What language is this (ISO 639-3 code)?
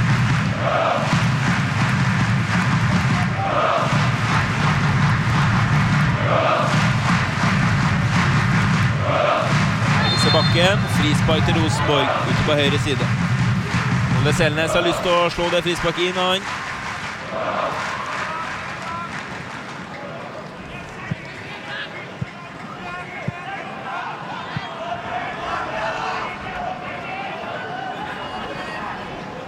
nor